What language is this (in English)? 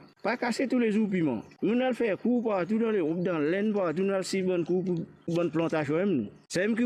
Morisyen